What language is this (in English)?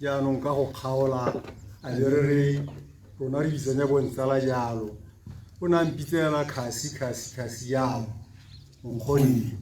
Tswana